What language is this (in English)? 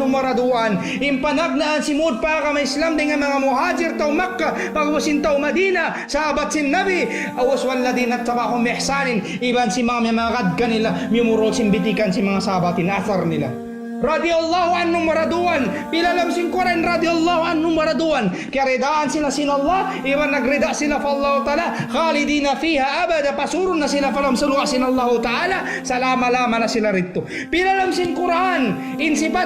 Tausug